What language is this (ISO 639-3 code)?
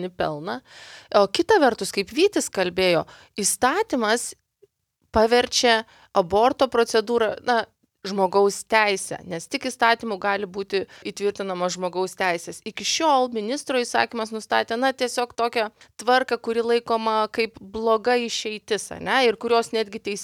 lit